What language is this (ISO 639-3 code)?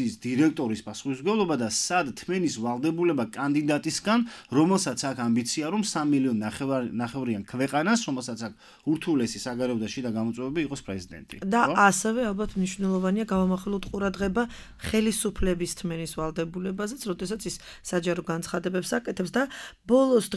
kat